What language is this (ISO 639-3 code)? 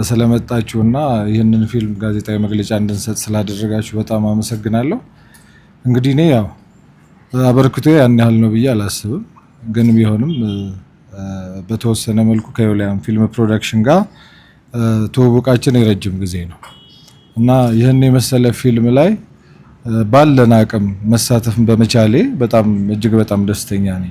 amh